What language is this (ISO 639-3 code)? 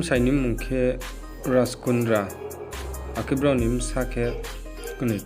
ria